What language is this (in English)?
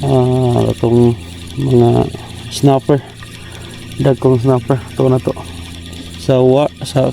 Cebuano